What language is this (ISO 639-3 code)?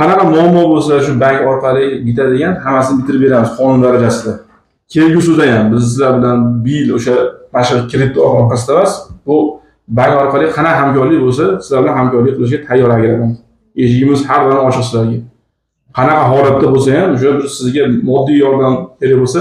uzb